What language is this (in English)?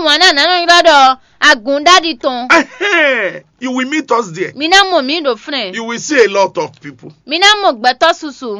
Fon